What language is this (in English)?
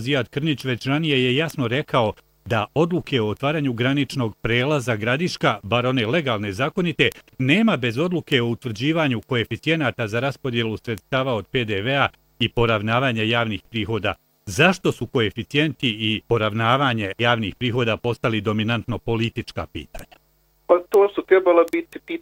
Bosnian